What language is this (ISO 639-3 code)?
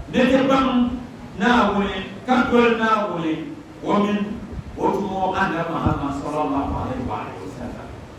dag